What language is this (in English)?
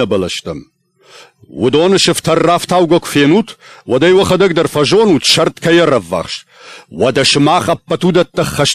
Ossetic